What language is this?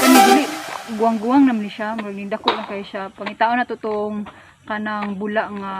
Cebuano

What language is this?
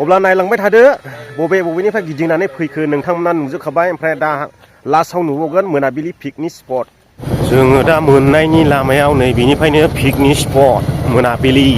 Bodo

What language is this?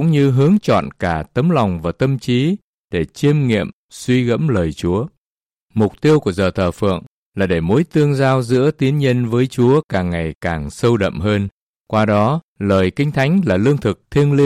Vietnamese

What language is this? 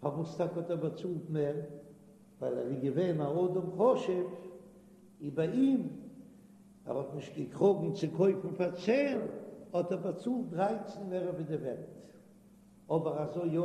Yiddish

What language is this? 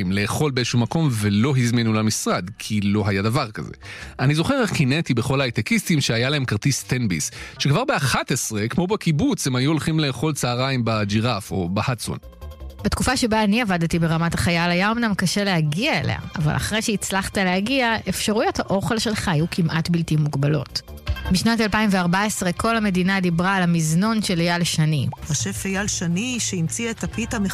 Hebrew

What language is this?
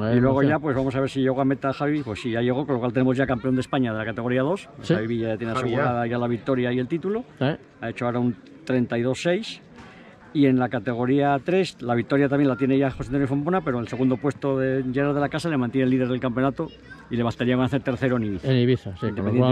Spanish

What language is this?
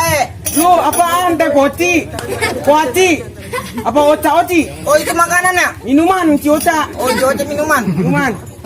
Betawi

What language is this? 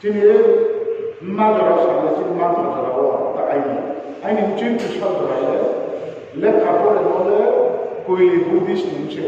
Riang (India)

